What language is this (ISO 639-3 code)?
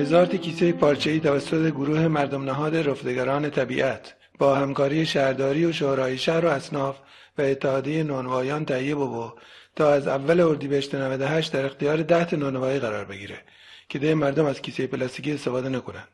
glk